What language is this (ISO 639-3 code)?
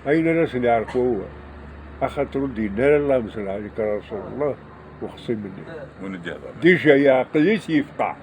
kab